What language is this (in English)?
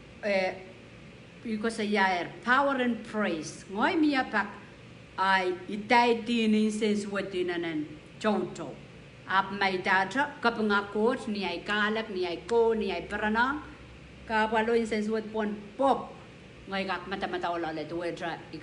Pohnpeian